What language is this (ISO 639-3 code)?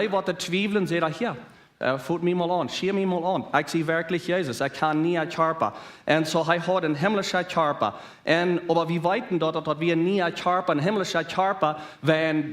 pdt